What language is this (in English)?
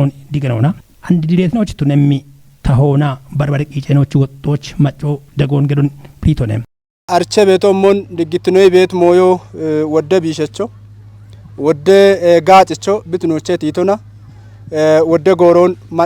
Kafa